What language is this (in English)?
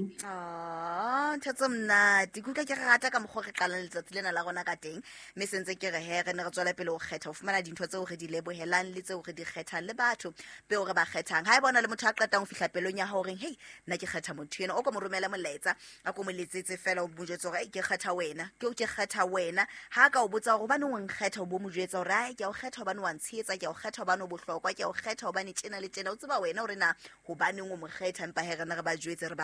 Southern Sotho